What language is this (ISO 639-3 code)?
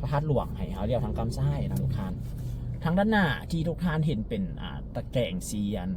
lao